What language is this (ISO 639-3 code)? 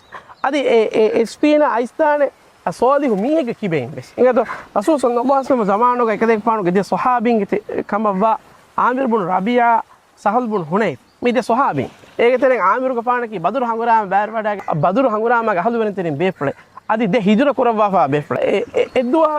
div